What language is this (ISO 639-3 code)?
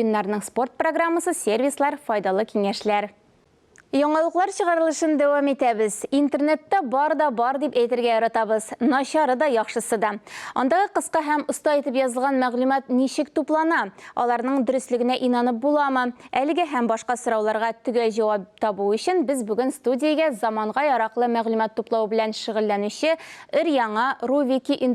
tat